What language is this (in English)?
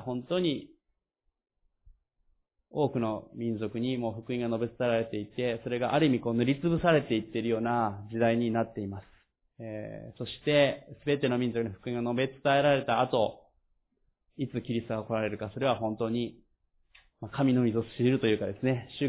Japanese